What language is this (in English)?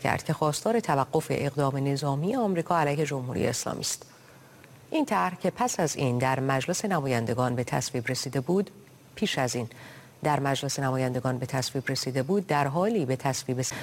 Persian